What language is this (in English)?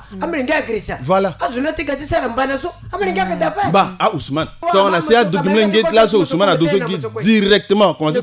Sango